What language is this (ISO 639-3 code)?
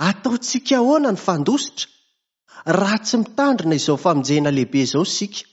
mlg